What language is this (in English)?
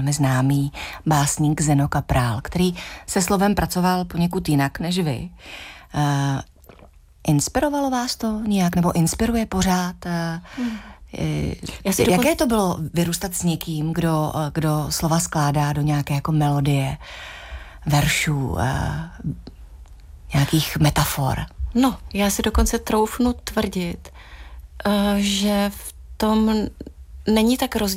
Czech